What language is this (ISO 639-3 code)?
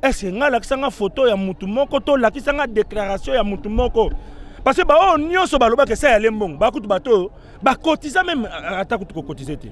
lin